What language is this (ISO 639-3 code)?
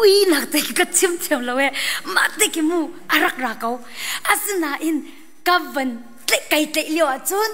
cnh